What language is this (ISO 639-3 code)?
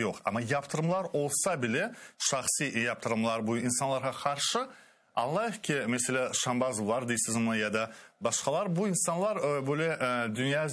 crh